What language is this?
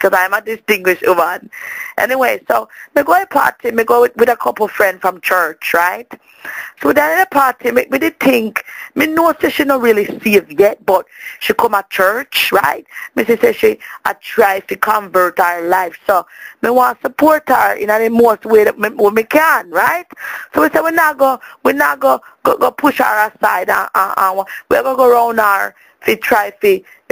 Jamaican Creole English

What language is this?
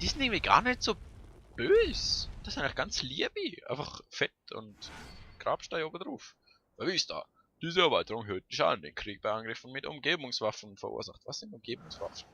Swiss German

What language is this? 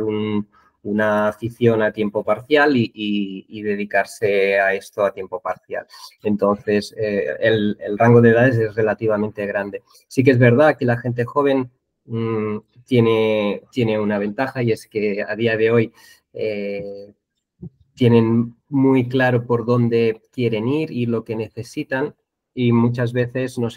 Spanish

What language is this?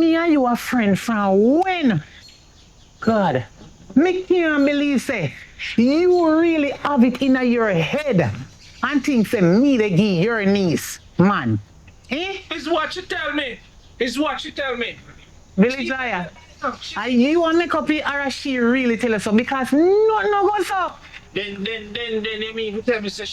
Jamaican Creole English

